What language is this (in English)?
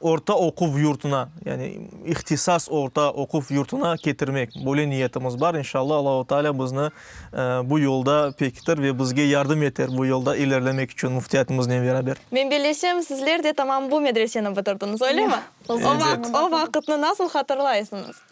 Crimean Tatar